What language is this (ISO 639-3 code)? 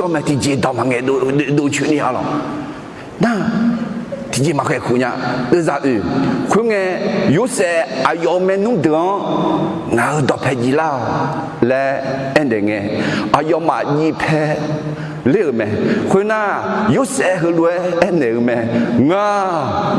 ahk